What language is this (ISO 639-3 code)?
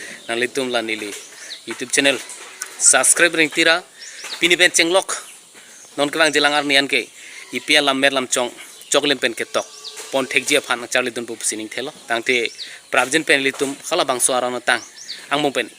mjw